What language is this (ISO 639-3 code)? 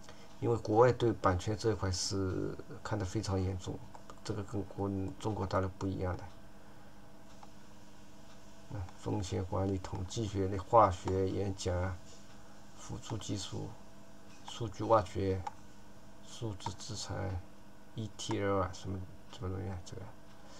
zho